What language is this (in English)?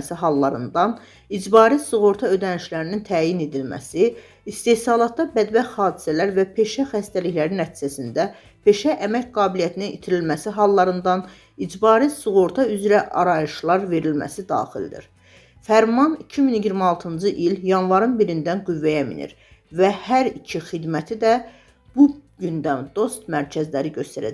Azerbaijani